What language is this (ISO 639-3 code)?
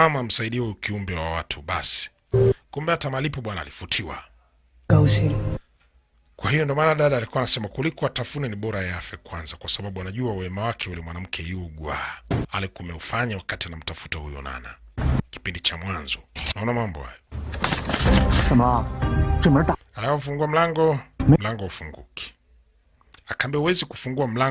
swa